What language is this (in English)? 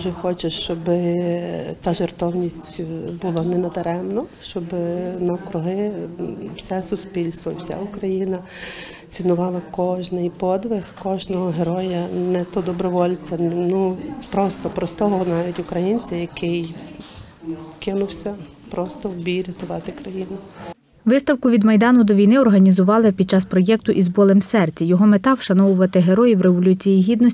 Ukrainian